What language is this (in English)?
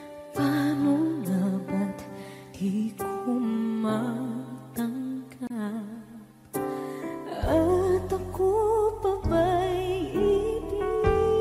Filipino